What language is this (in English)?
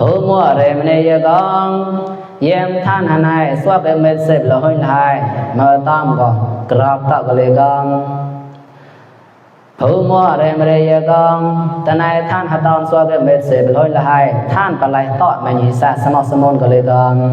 Mon